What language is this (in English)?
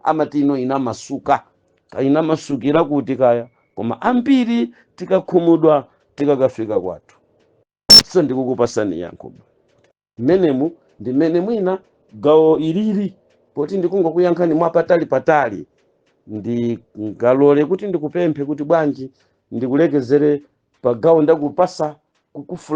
Nyanja